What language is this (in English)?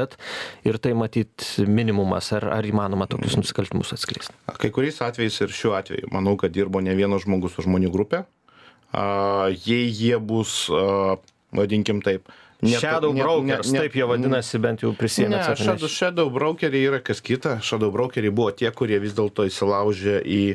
Lithuanian